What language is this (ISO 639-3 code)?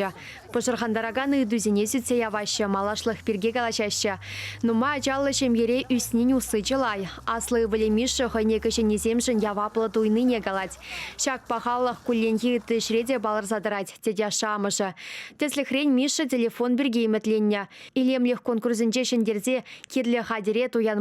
chv